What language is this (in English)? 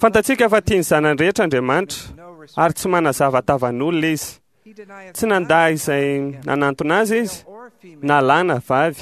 Malagasy